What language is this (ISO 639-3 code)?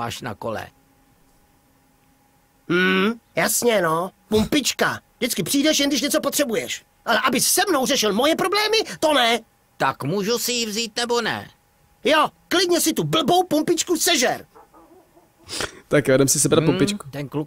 ces